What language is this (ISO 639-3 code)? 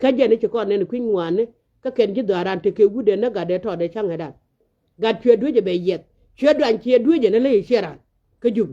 nus